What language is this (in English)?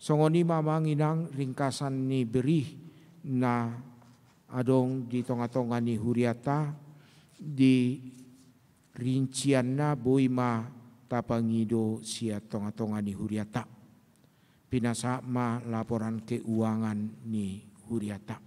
Batak Toba